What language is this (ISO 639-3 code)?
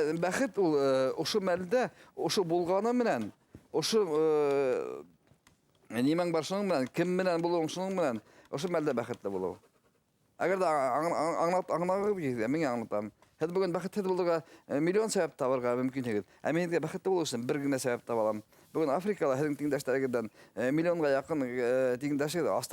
bak